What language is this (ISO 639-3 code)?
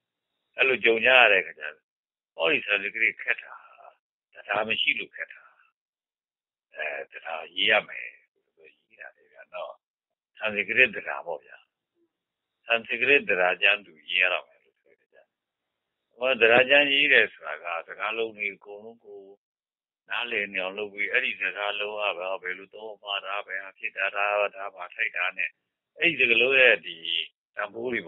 mya